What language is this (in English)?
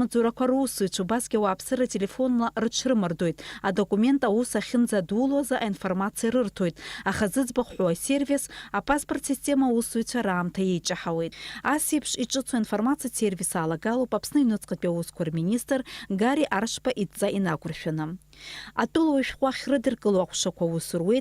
Abkhazian